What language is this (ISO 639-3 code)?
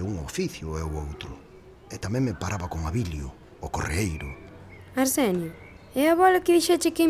glg